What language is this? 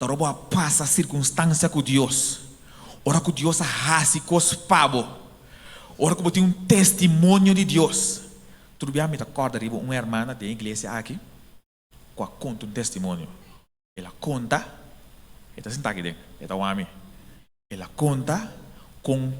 Papiamento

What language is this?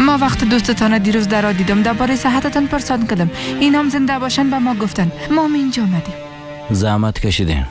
Persian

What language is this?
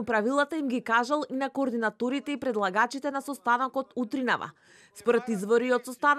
Macedonian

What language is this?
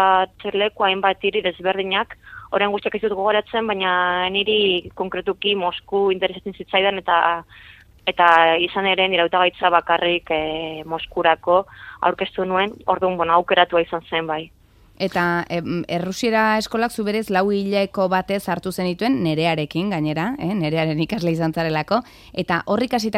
Basque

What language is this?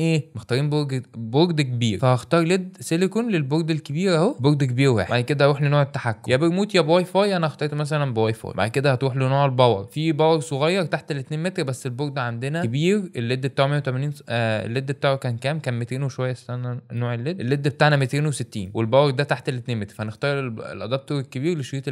Egyptian Arabic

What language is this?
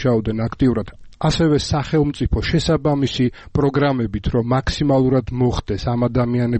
Georgian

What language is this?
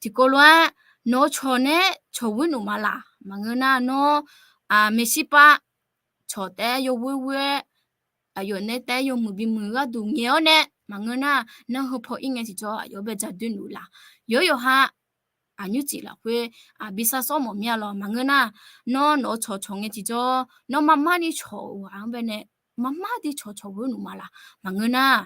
Akha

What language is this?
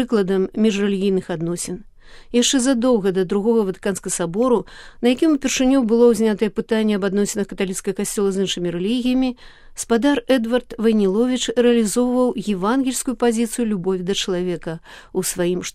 Belarusian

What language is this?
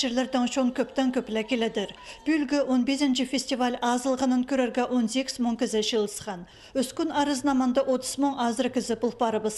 Khakas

